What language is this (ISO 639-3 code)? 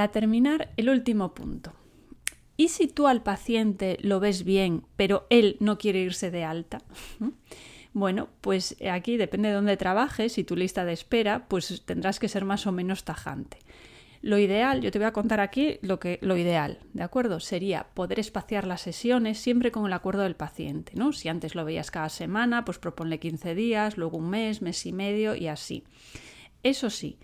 spa